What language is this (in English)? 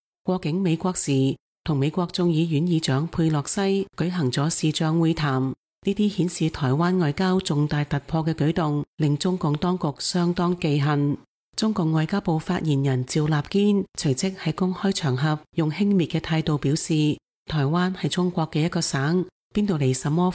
Cantonese